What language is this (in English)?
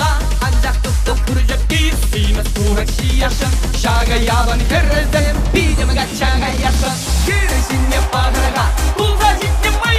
Chuvash